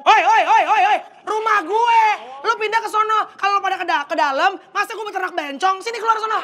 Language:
Betawi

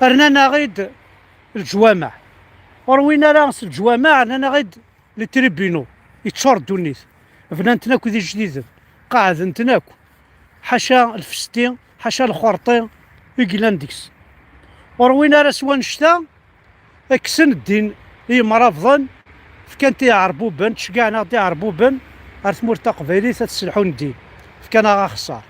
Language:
Kabyle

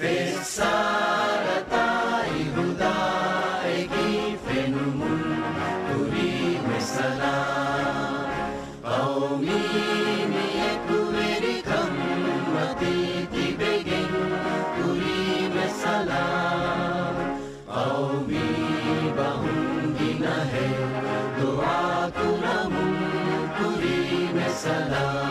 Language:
Divehi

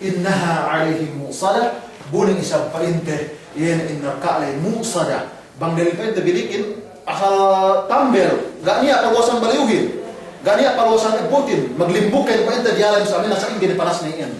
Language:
Yakan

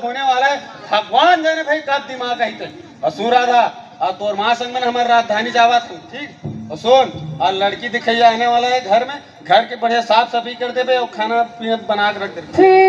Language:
Chhattisgarhi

